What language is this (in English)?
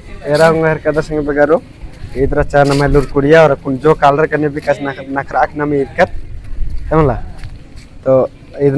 Kurukh